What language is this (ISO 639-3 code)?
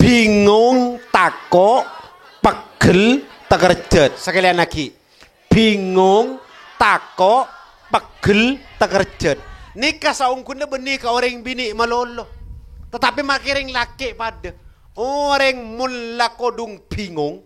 mad